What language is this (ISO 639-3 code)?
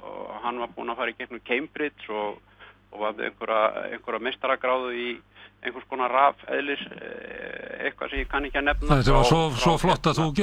isl